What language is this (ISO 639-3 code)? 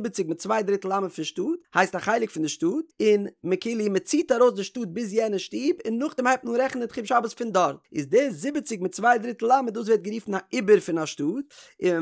yid